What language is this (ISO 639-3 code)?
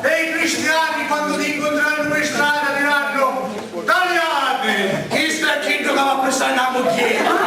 scn